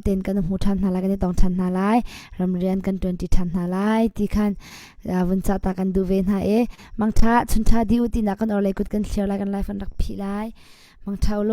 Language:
Hakha Chin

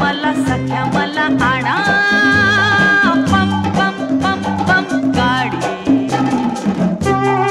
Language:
Marathi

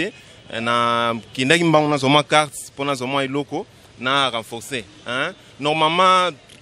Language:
Lingala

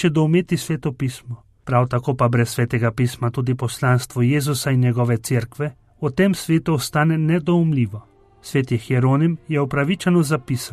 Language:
Slovenian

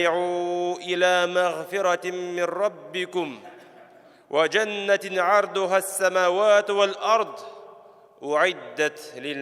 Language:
Tatar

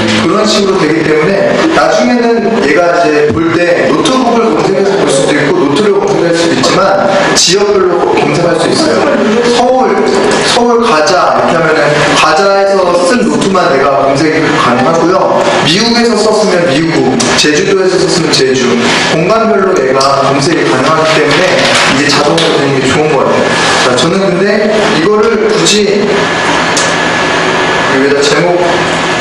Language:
Korean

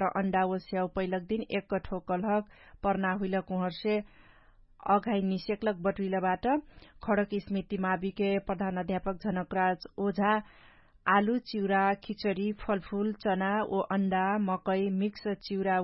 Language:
Dangaura Tharu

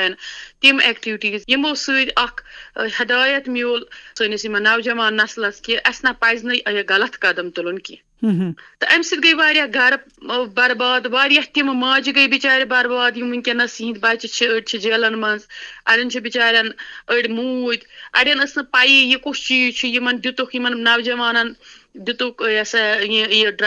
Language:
Kashmiri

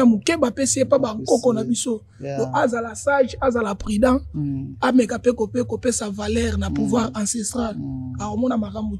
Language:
Lingala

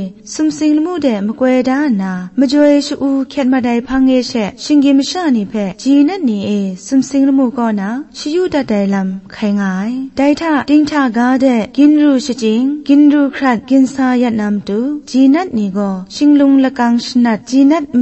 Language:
Kachin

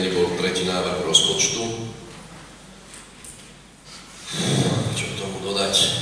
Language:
Slovak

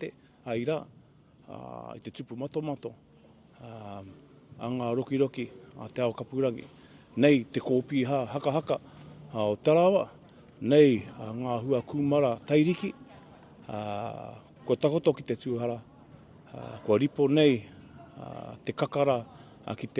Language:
Māori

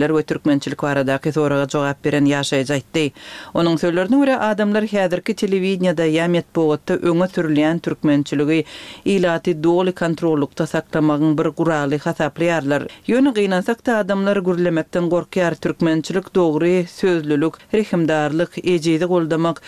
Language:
Turkmen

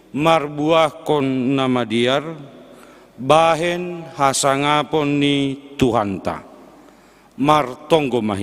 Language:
Batak Simalungun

